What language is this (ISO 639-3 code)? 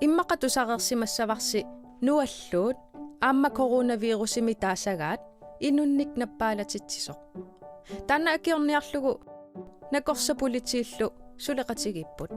kal